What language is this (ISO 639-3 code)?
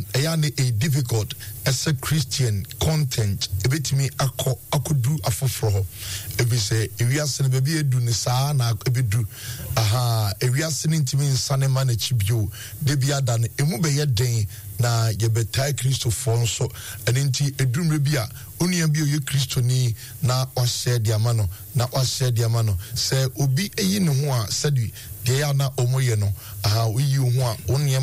aka